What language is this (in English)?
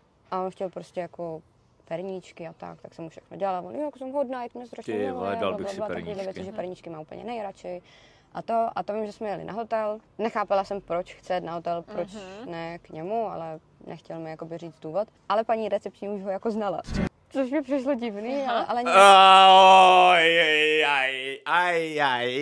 Czech